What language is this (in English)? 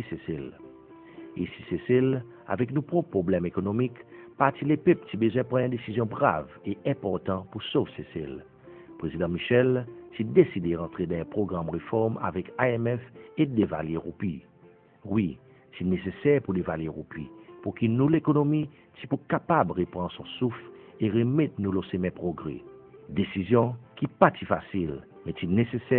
Seselwa Creole French